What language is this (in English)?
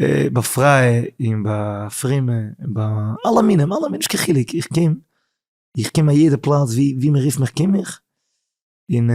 Yiddish